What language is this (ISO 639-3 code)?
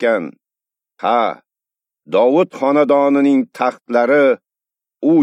uzb